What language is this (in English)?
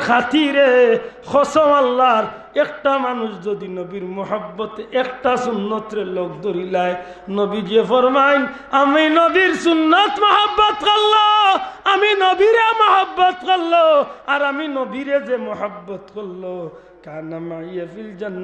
Sylheti